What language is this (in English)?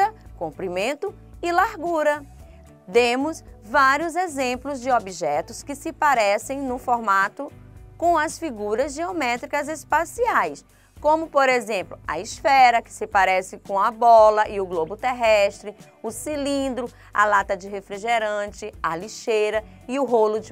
Portuguese